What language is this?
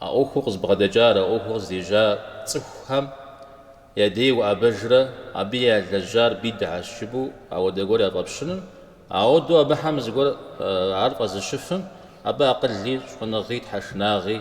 Kabardian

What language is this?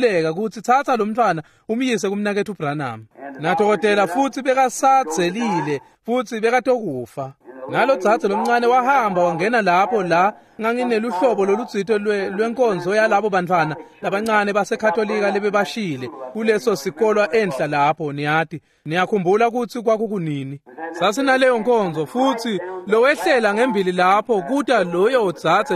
Swati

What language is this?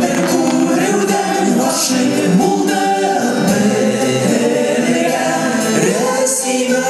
Bashkir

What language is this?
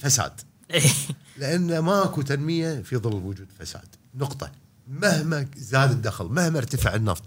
Gulf Arabic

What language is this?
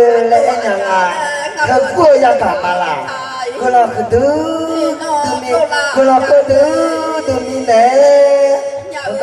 Akha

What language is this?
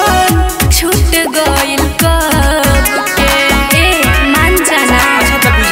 Bhojpuri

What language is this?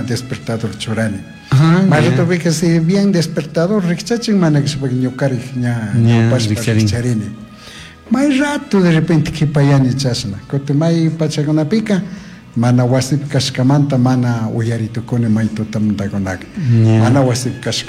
Chimborazo Highland Quichua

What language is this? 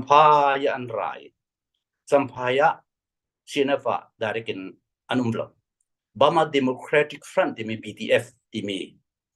Falam Chin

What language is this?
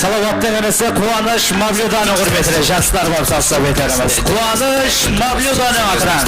Kara-Kalpak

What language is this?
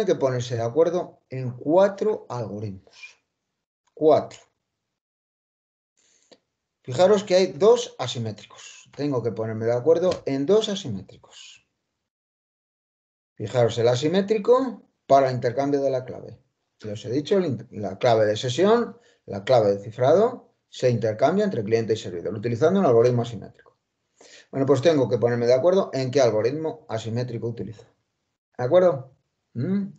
Spanish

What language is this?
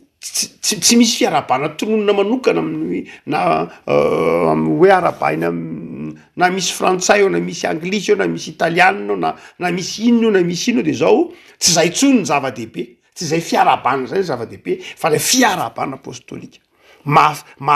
Malagasy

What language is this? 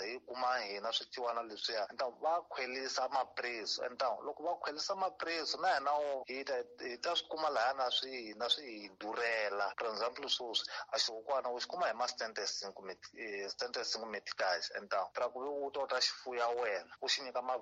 Tsonga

